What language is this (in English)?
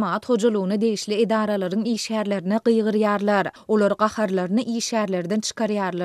Turkmen